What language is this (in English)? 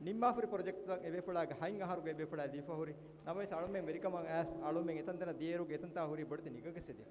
Divehi